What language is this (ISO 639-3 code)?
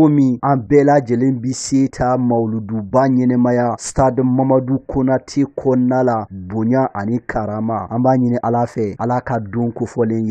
bam